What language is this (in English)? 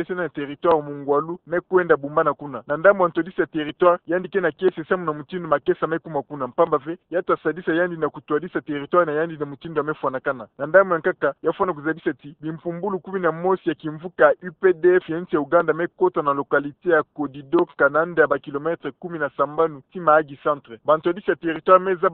Kituba (Democratic Republic of Congo)